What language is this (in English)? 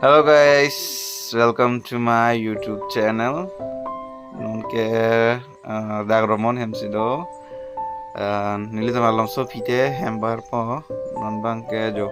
Karbi